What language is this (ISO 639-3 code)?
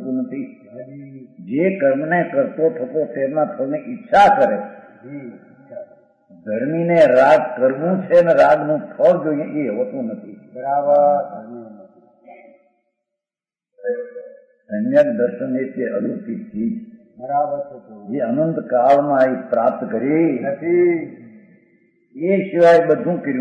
guj